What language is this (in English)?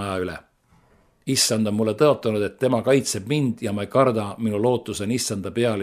Estonian